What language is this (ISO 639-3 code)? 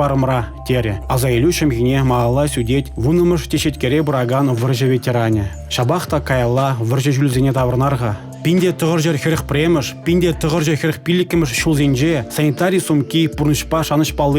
chv